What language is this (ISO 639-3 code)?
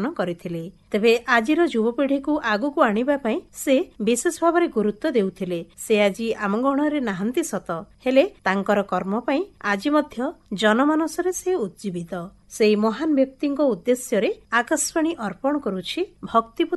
ori